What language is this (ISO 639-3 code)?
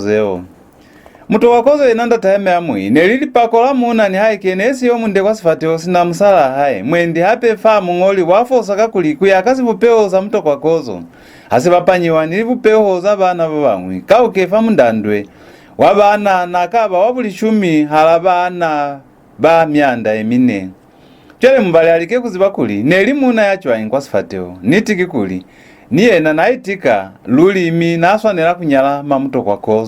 loz